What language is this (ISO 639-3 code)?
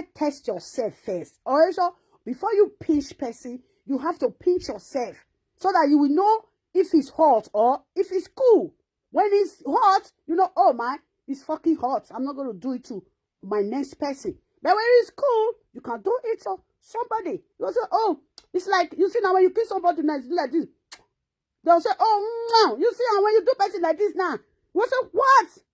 pcm